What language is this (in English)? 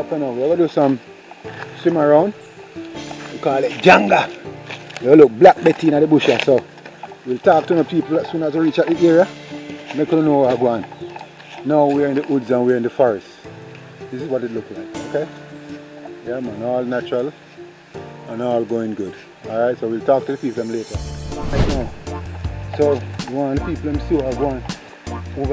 Jamaican Creole English